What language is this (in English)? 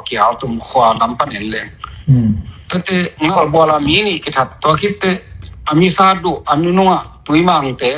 Tedim Chin